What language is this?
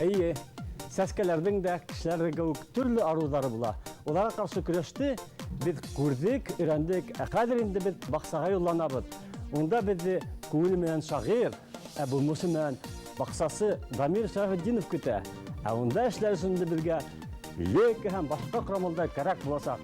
Bashkir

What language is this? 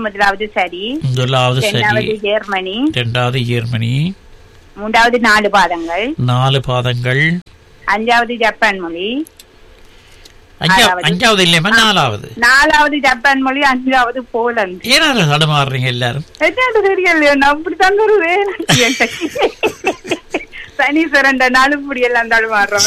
Tamil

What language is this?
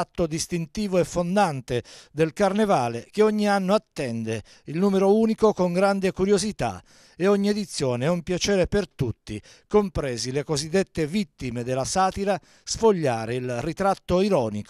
Italian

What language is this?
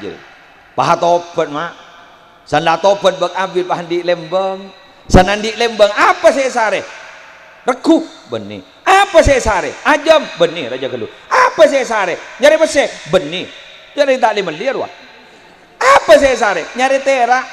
Madurese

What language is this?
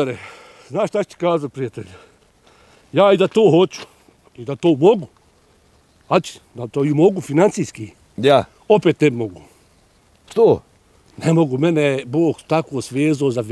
Bosnian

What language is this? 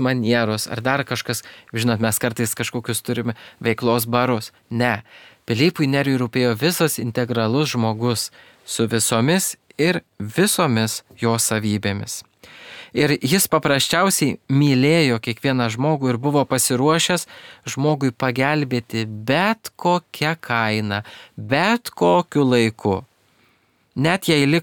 Lithuanian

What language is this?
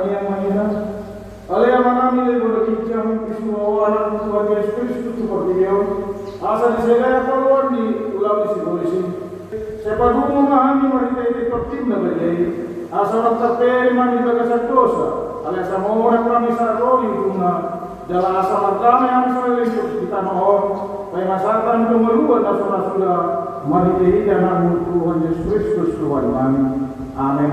Batak Toba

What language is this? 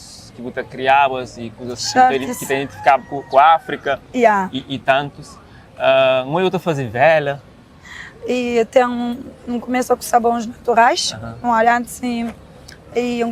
Kabuverdianu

